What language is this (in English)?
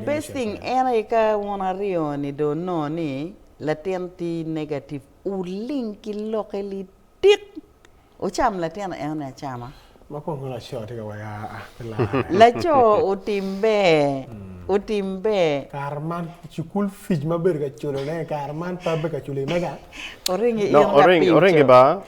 Acoli